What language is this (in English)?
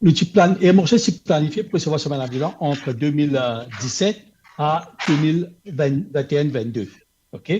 Morisyen